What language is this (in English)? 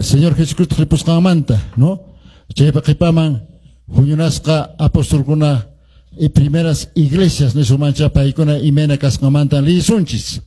Quechua